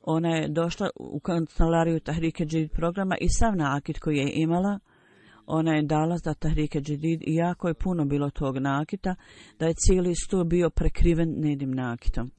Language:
Bosnian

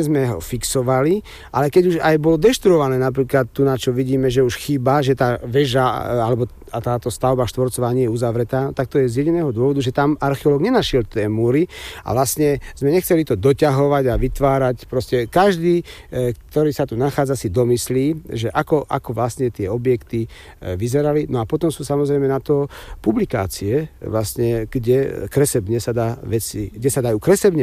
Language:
Slovak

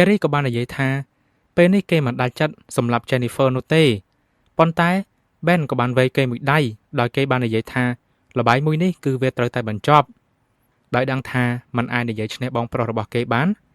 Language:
Khmer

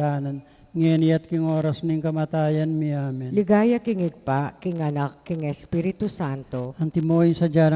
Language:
Pampanga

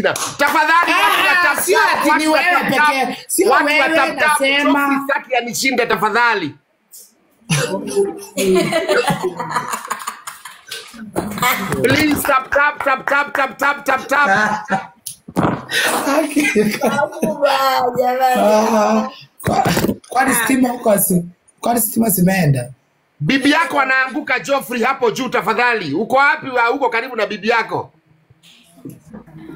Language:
Swahili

